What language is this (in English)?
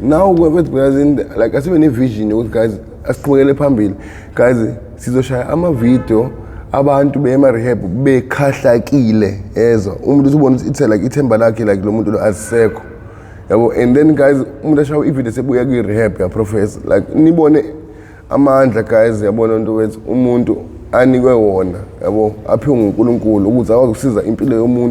Zulu